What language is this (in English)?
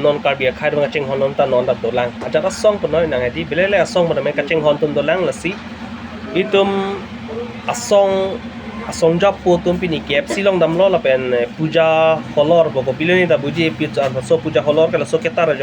Karbi